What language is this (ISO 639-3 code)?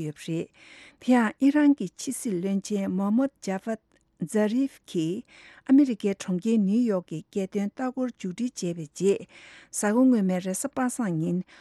bod